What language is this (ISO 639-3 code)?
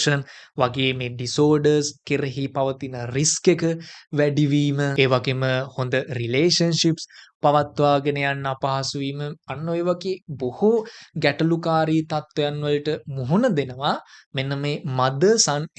sin